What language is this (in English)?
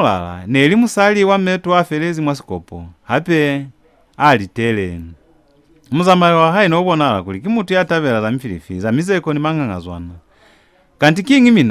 Lozi